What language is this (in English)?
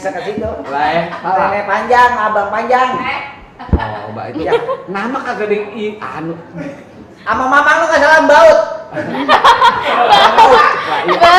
Betawi